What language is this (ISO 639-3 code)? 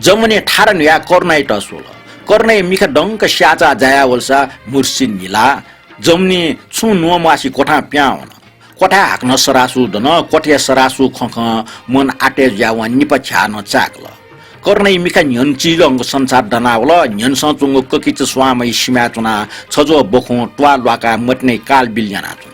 new